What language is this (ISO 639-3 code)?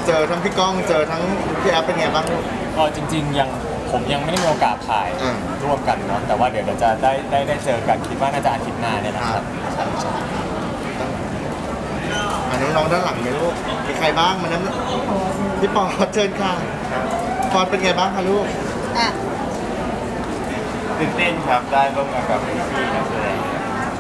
tha